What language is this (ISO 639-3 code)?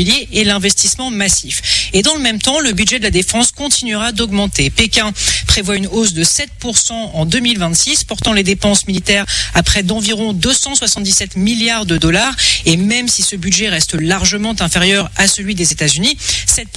fra